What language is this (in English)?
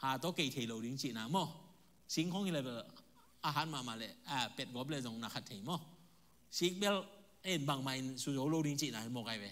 Tedim Chin